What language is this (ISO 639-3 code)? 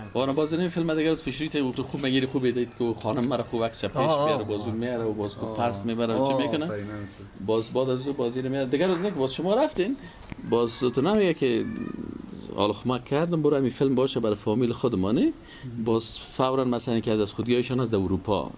fas